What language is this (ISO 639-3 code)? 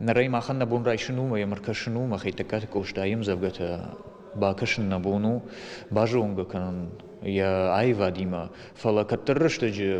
oss